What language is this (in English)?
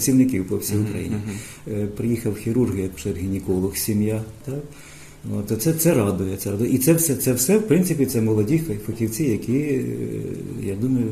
Ukrainian